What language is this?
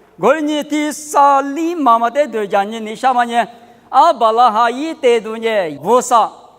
Lisu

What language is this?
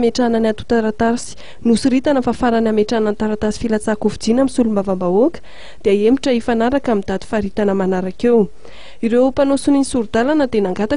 Malagasy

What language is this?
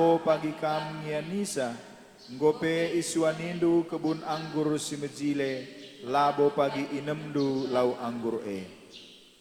Batak Karo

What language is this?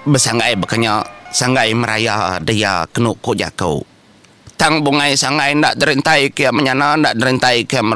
Iban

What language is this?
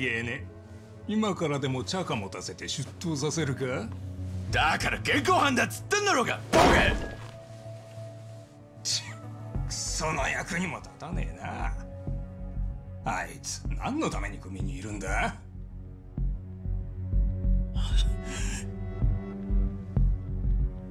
Japanese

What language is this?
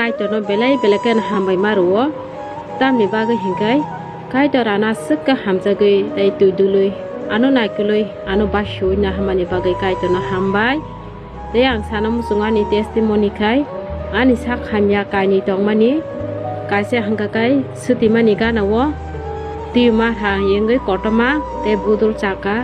Riang (India)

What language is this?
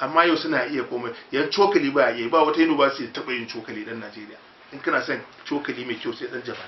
Hausa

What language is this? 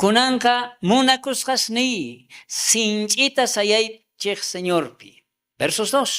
South Bolivian Quechua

